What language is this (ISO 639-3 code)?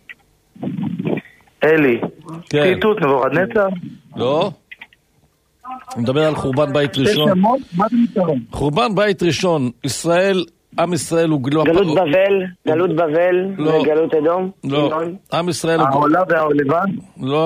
heb